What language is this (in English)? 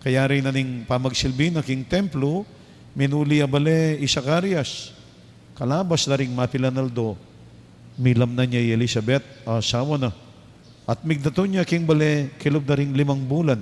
Pampanga